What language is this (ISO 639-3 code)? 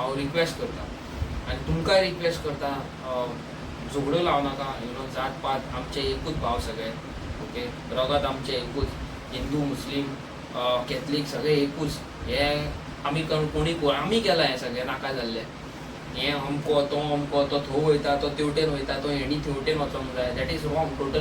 kok